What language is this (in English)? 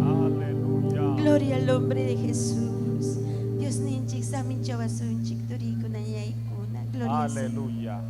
Ayacucho Quechua